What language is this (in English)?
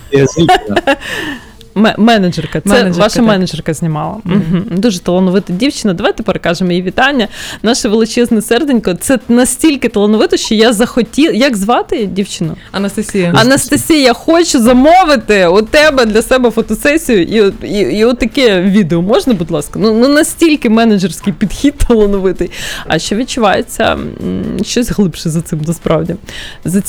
Ukrainian